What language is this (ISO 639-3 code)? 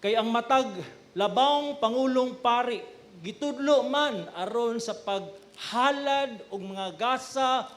ceb